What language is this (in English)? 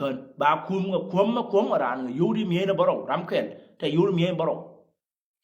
Nuer